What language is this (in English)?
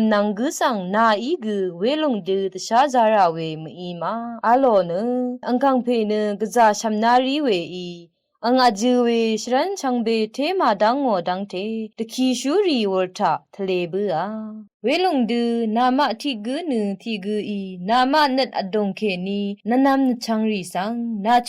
Rawang